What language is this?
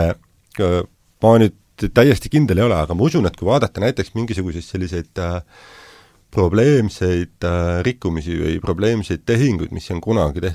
Estonian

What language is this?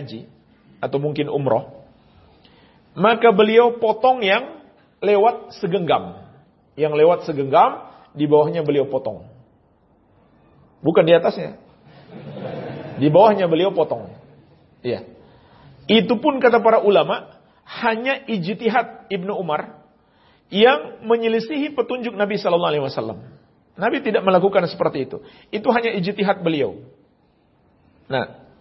Indonesian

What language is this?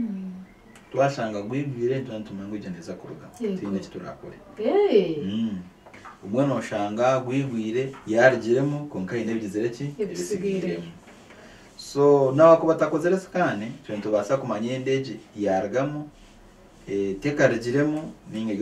Nyankole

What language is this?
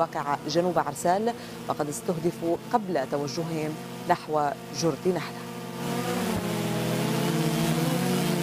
Arabic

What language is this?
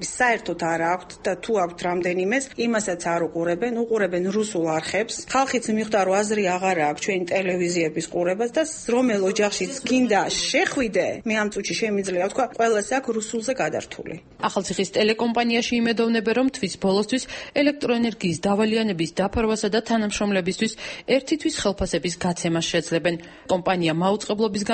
Georgian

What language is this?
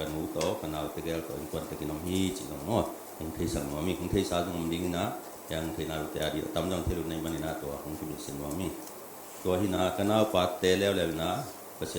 Tedim Chin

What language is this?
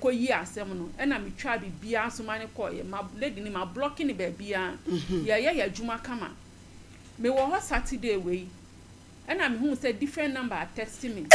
Akan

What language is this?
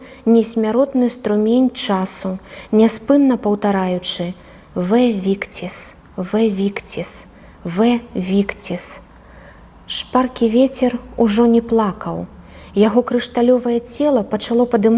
Belarusian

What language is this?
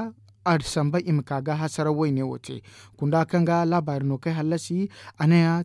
Zarma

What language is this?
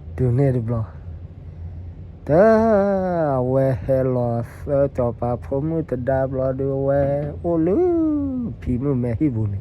S'gaw Karen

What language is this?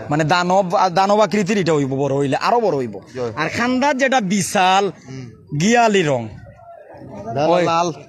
Sylheti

